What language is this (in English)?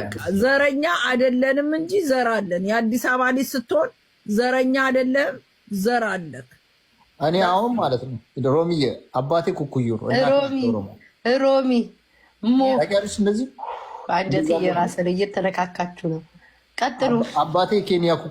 Amharic